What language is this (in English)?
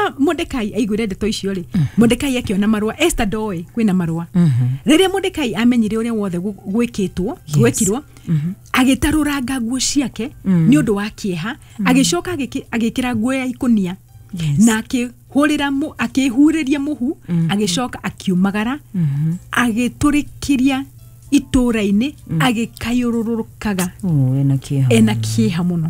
Kikuyu